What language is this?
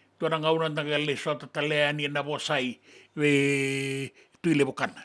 Fijian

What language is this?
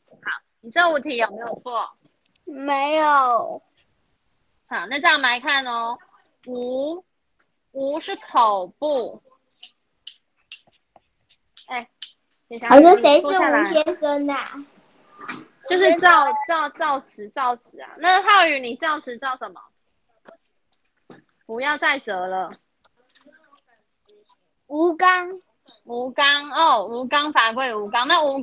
Chinese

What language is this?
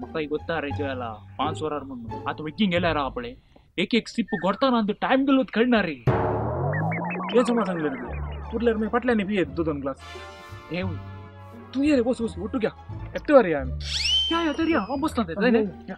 Konkani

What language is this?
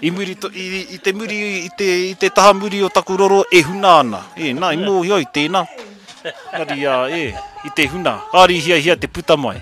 Māori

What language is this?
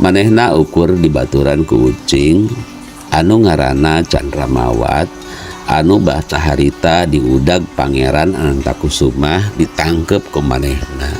Sundanese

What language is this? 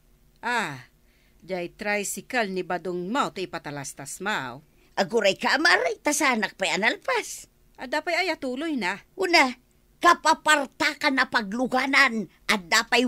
Iloko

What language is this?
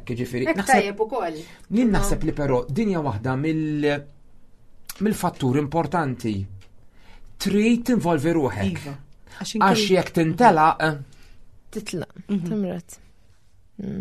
Maltese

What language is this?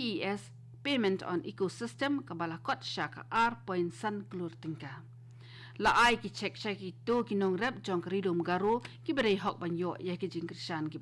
Khasi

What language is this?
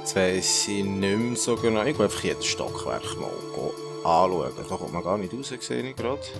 Swiss German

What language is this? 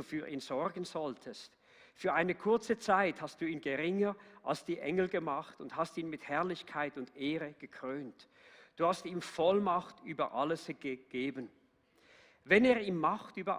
Swiss German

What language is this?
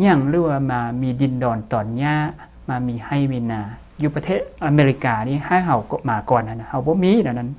Lao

